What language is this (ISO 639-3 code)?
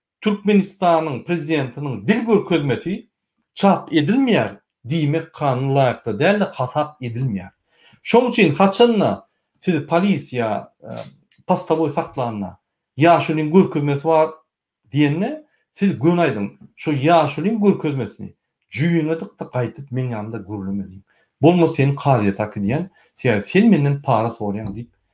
tuk